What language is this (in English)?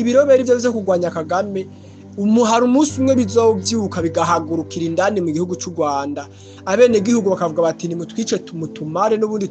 Rundi